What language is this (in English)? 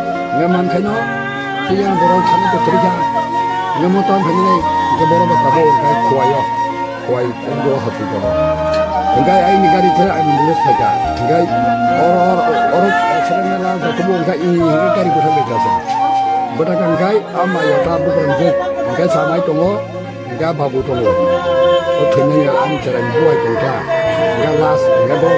Kok Borok